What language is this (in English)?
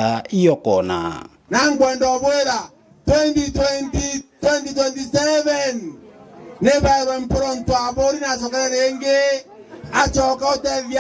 Meru